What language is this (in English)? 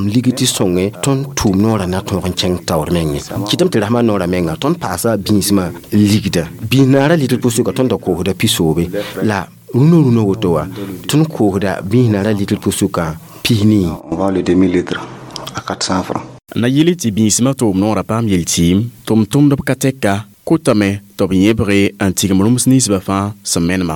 Mossi